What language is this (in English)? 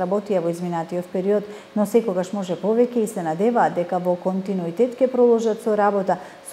Macedonian